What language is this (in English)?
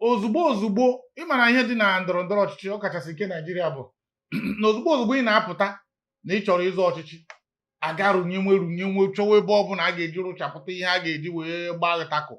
Igbo